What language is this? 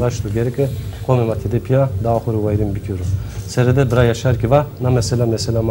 Zaza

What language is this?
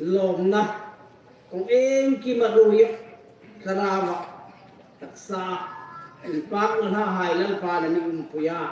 Hmar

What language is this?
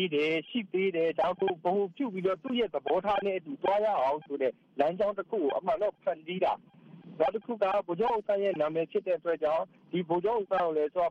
Burmese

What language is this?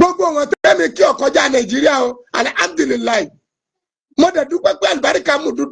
Yoruba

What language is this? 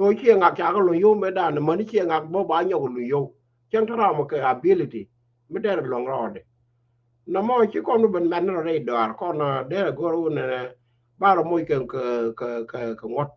Nuer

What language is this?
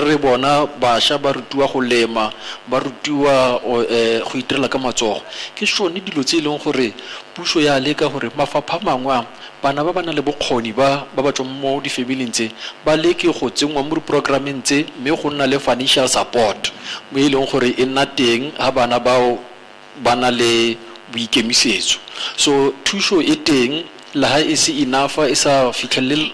Tswana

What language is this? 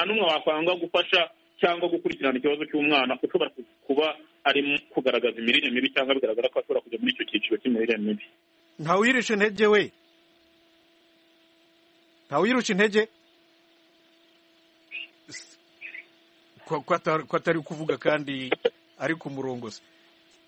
Kinyarwanda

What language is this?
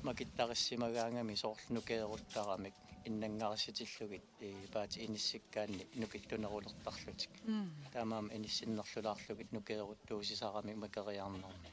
Kalaallisut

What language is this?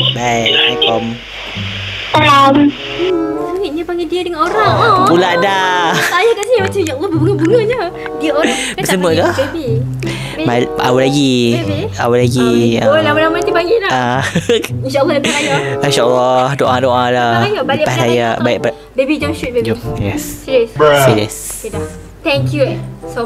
Malay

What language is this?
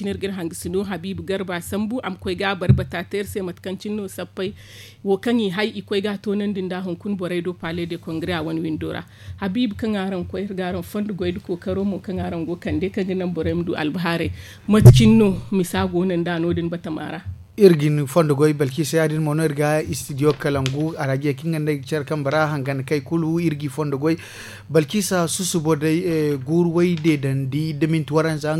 Zarma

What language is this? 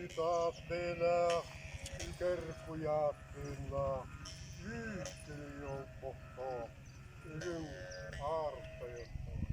Yakut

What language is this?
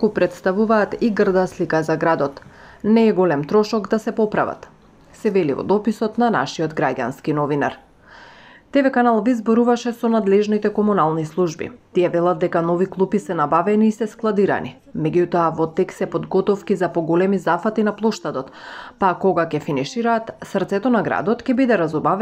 Macedonian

